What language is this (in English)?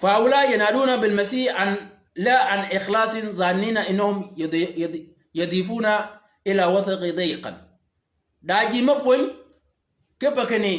Shilluk